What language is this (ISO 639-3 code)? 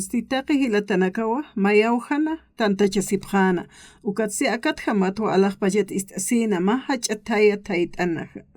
aym